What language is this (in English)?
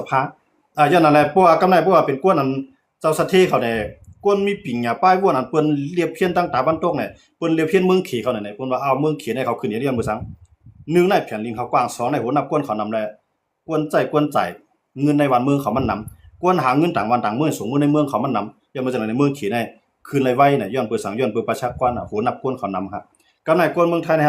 Shan